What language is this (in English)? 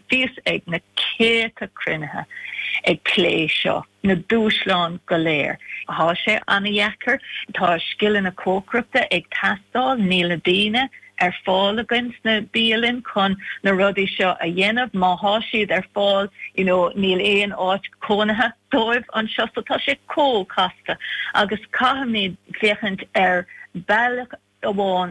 Irish